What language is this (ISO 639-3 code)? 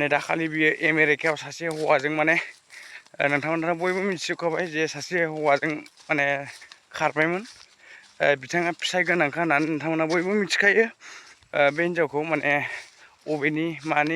brx